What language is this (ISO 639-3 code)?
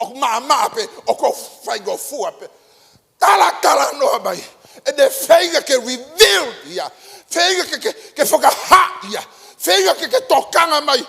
ton